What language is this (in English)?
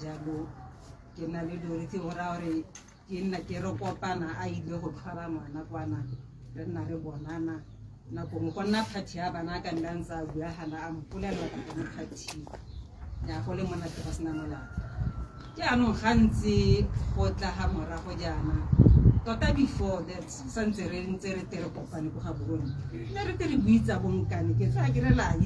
Tswana